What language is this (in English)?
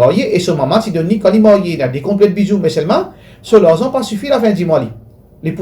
Morisyen